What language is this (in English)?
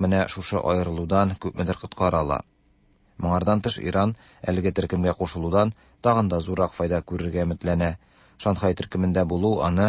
Tatar